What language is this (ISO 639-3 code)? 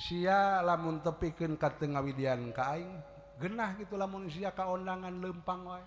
sun